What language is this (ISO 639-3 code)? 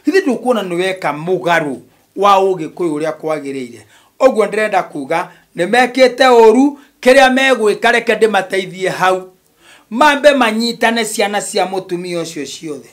kik